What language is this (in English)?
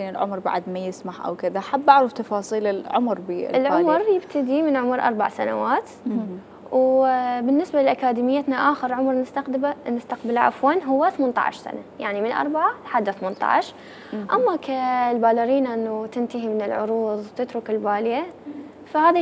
Mesopotamian Arabic